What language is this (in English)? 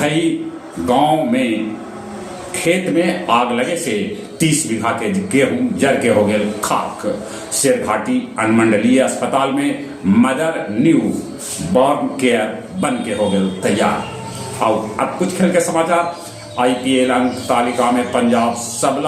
Magahi